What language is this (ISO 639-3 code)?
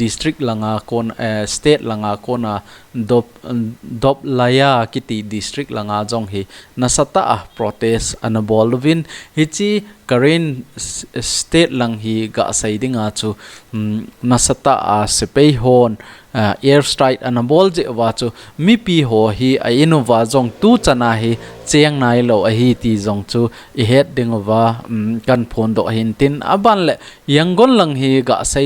tcz